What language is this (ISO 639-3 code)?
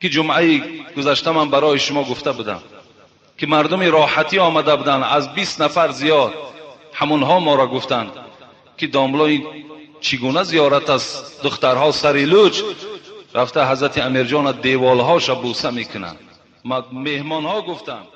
tgk